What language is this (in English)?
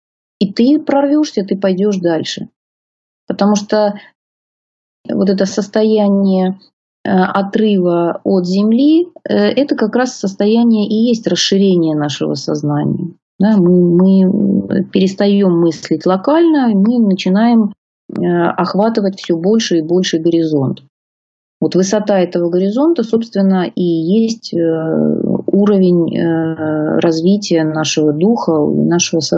Russian